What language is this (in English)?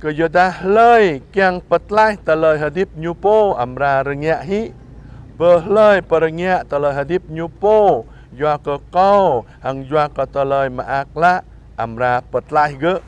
Jarai